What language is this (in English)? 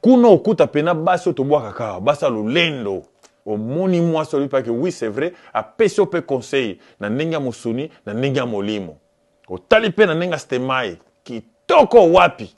Lingala